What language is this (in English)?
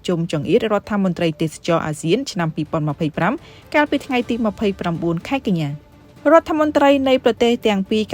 Khmer